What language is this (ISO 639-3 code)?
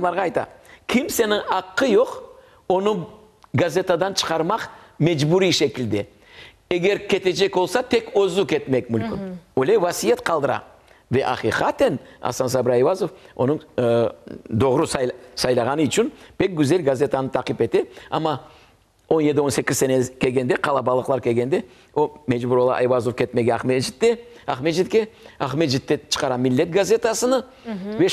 crh